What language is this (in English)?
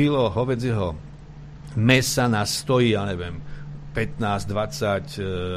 Slovak